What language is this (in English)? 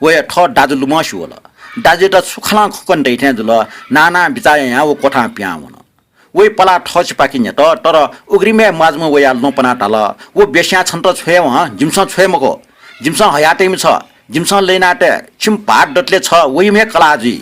Newari